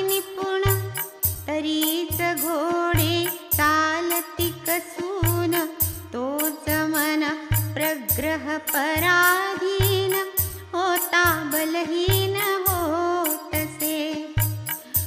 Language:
Marathi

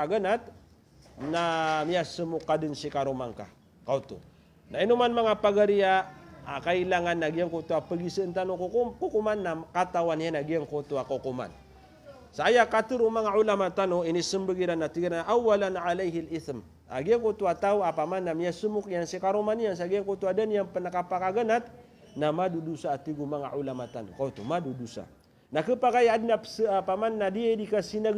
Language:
Maranao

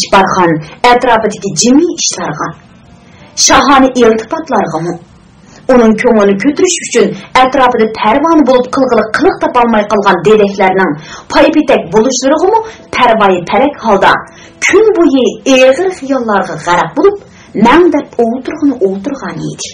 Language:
Uyghur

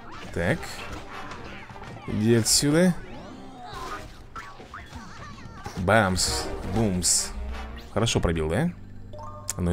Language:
Russian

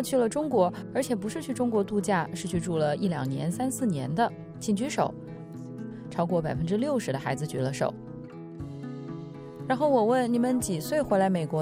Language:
Chinese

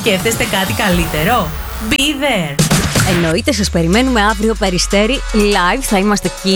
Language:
Greek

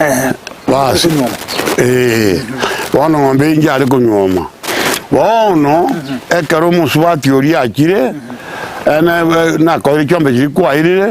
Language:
Gusii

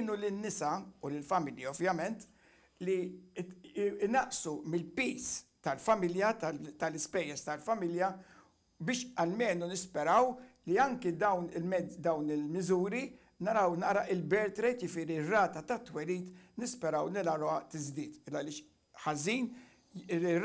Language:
Maltese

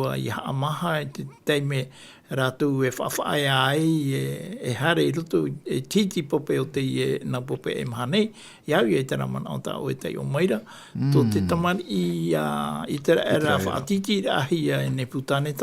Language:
Tahitian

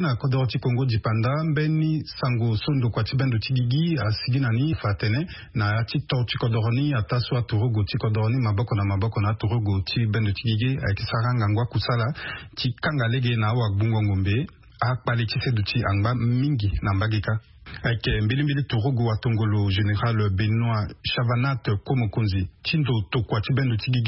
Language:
Sango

